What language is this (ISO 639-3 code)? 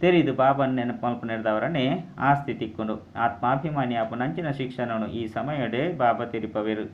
tcy